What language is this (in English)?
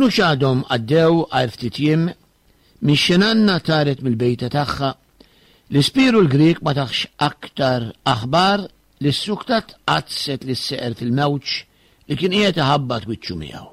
Maltese